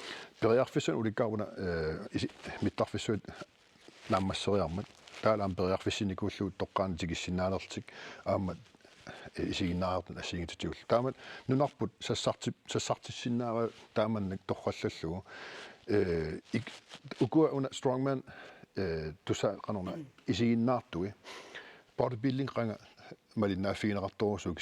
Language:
Kalaallisut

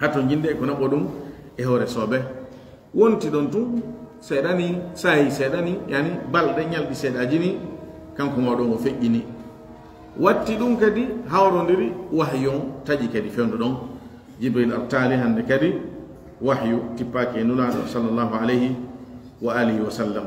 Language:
Fula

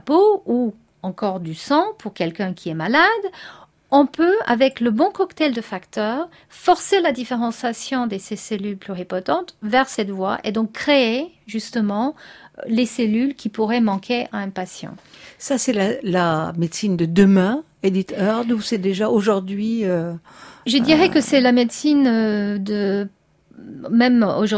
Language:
French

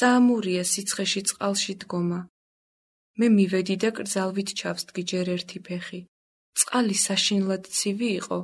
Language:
Georgian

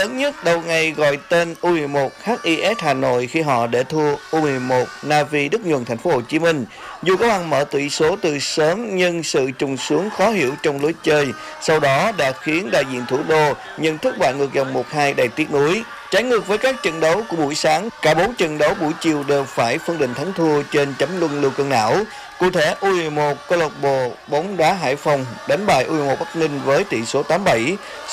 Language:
Vietnamese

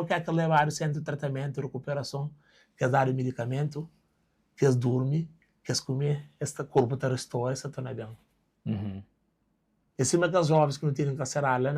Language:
Kabuverdianu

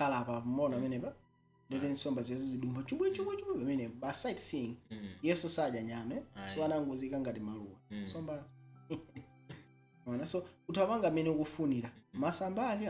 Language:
Nyanja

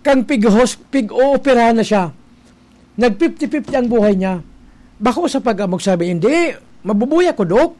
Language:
Bikol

